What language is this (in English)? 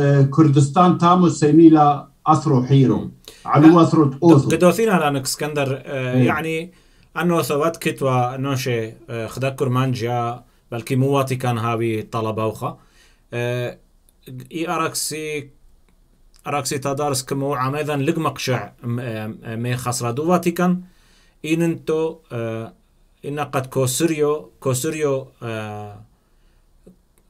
Turoyo